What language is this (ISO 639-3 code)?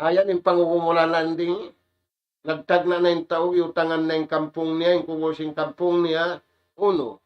tsg